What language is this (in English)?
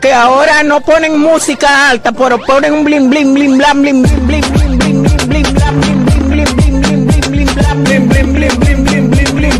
Spanish